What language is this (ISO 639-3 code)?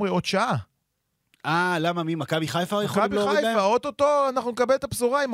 heb